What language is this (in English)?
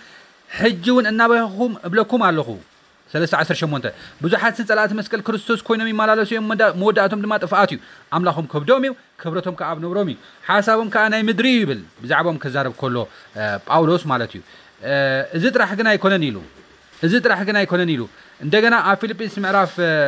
Tigrinya